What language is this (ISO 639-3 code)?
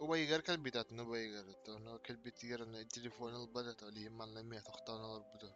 sah